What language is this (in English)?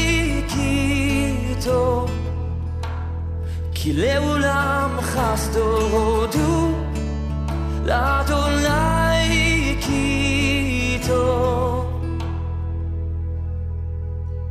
Estonian